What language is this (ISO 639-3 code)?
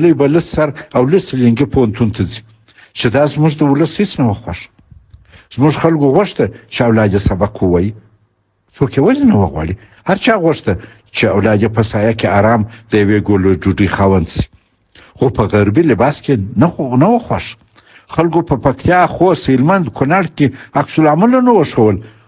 pus